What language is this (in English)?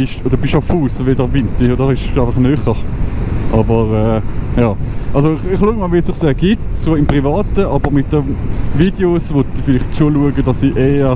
Swiss German